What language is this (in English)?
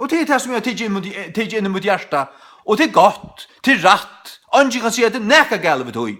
Faroese